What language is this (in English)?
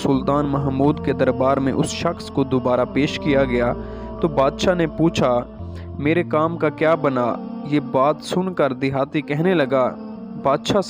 Urdu